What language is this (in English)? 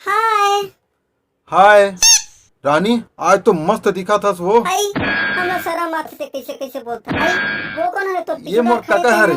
Chhattisgarhi